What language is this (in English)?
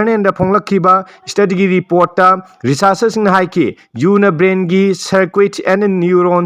Manipuri